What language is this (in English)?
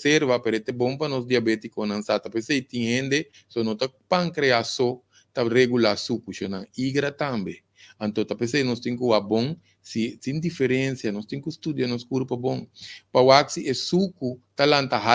Papiamento